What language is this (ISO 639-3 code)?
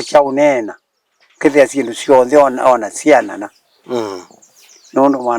kam